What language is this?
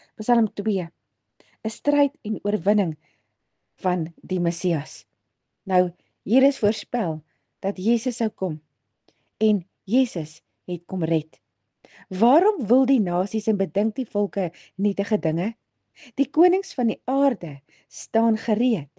Afrikaans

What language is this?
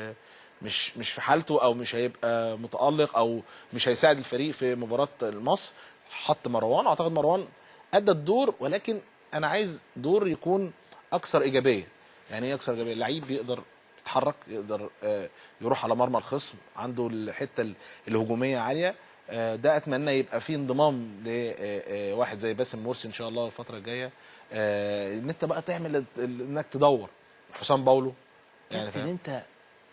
Egyptian Arabic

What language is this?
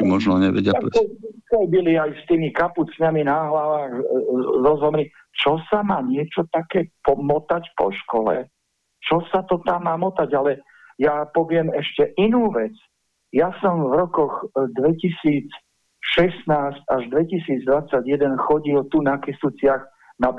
Slovak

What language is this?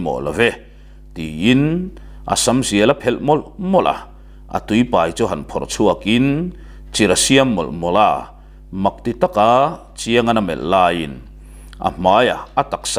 Mizo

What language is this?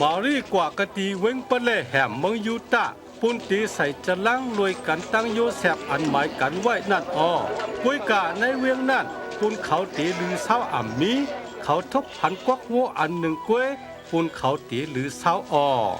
Shan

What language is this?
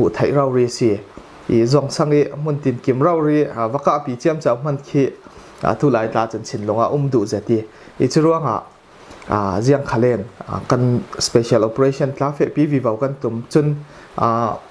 Falam Chin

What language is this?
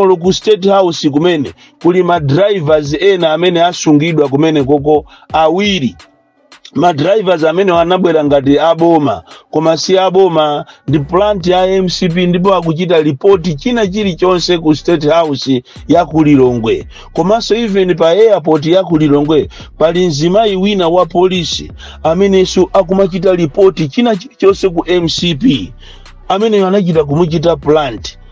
Nyanja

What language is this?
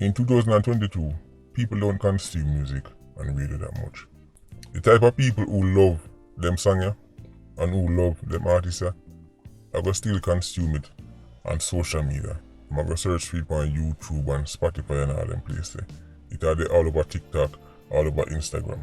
Jamaican Creole English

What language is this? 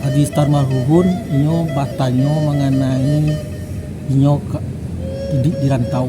Minangkabau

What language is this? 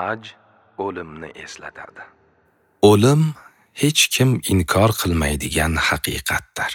Uzbek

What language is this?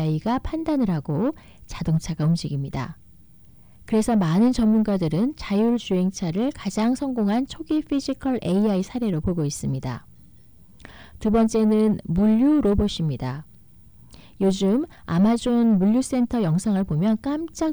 Korean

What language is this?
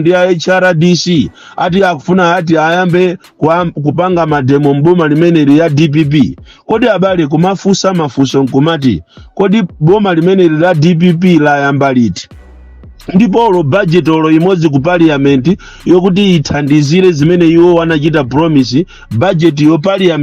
Nyanja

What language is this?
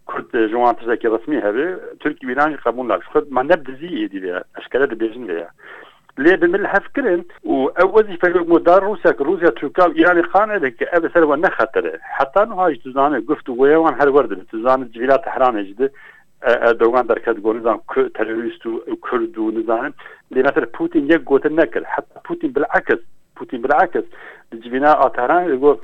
Kurdish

